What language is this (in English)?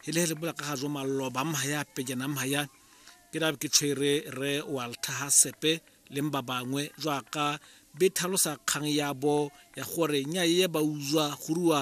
Tswana